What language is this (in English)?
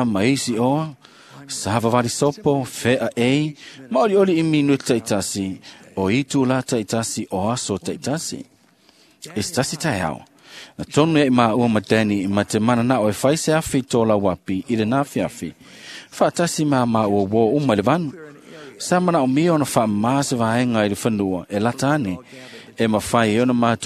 Samoan